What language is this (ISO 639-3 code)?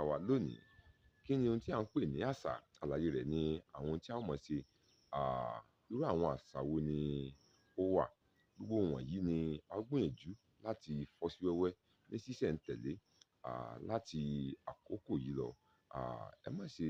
yor